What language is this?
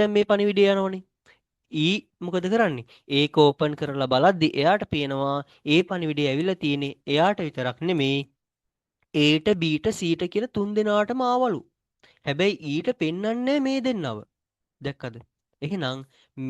Sinhala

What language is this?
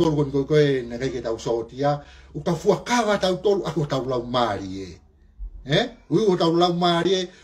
Tongan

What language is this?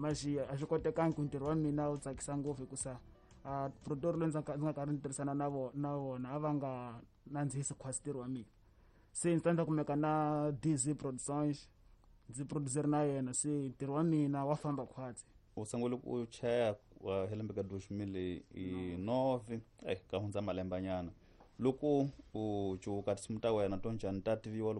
Tsonga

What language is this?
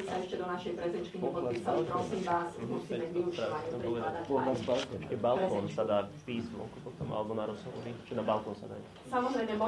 Slovak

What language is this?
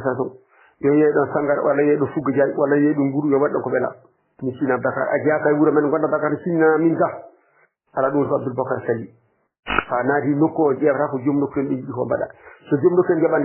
Fula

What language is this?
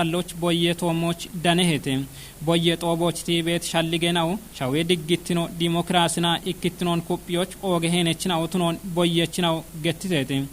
Kafa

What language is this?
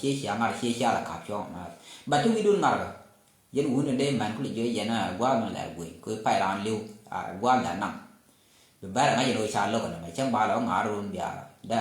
Nuer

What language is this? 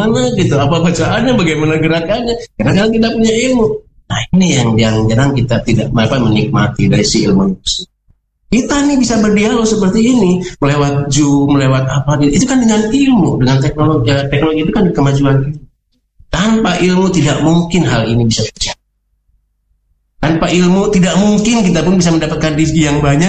Indonesian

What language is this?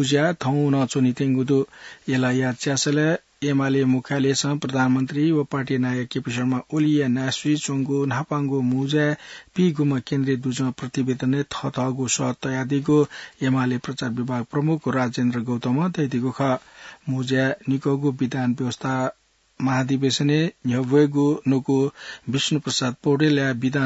Newari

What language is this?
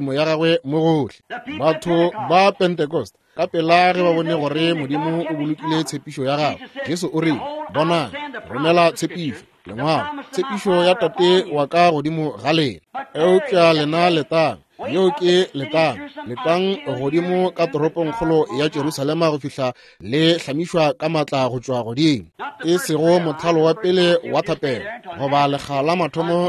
Northern Sotho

